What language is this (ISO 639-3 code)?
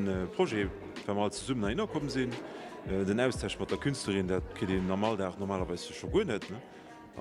ltz